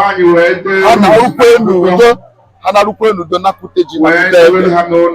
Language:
Igbo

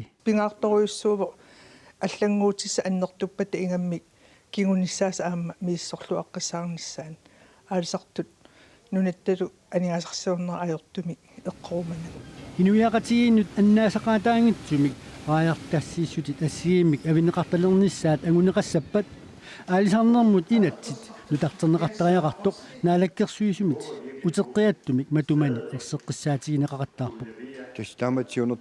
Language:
Kalaallisut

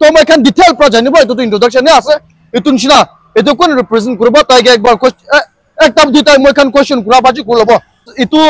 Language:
Naga Pidgin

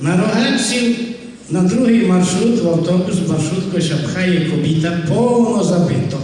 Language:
Rusyn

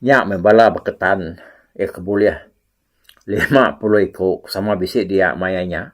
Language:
Iban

